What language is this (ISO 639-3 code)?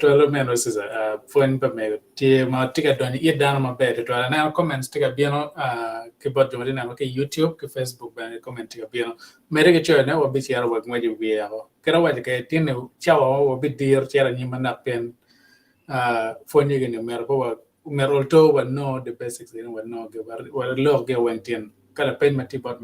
ach